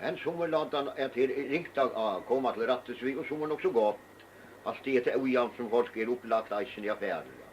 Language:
Faroese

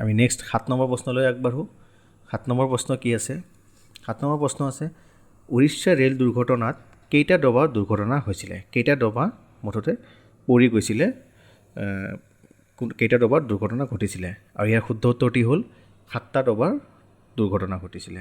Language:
Assamese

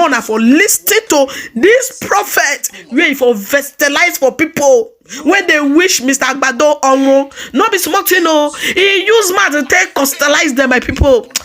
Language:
Nigerian Pidgin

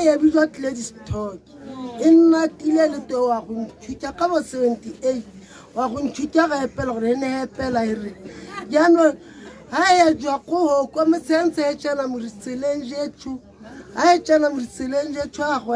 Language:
Tswana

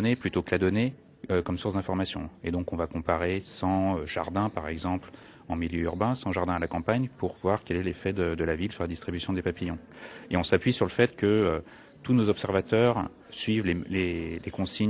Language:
French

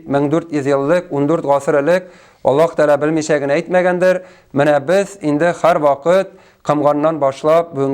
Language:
Tatar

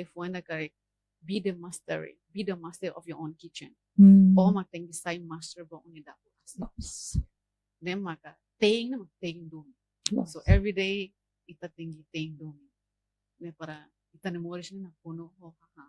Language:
Tetum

